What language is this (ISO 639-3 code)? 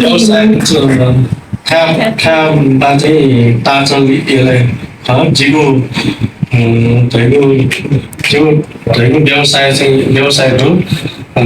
new